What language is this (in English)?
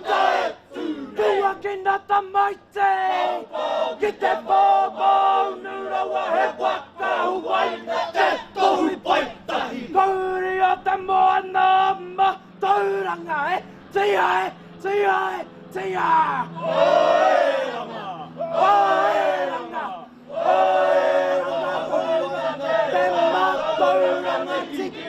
Māori